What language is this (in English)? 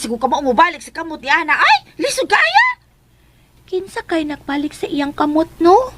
Cebuano